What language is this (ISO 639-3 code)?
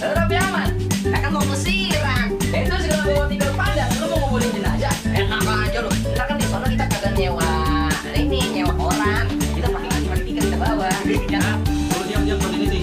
bew